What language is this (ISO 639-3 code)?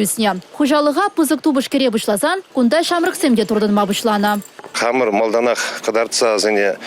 chv